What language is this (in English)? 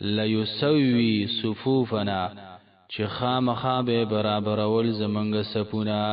Pashto